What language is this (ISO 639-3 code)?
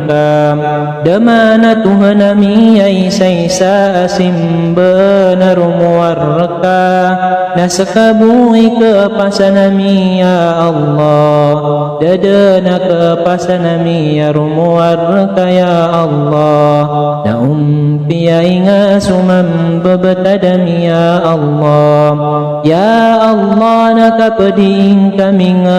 mrw